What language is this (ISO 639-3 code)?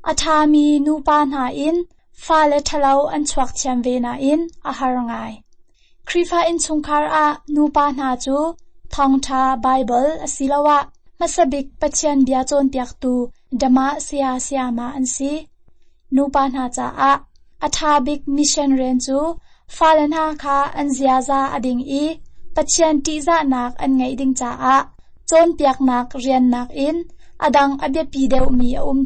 cnh